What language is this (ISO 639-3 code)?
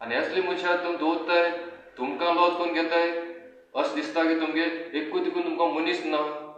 kok